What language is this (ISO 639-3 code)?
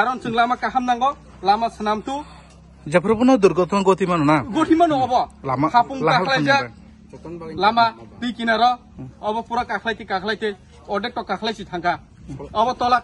trp